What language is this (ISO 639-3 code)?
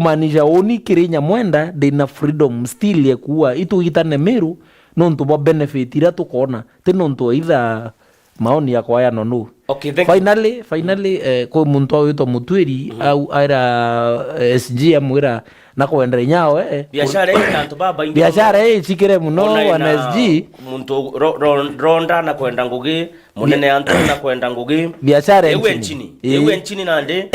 mer